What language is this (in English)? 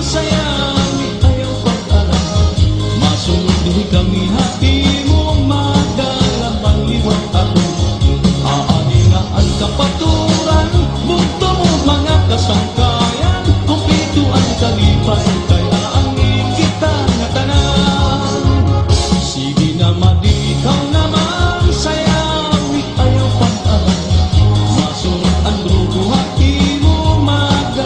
Waray